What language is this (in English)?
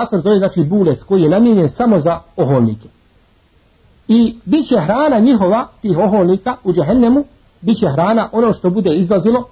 Bosnian